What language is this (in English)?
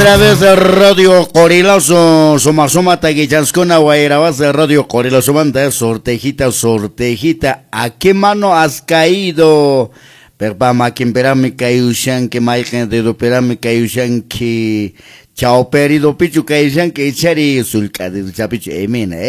Quechua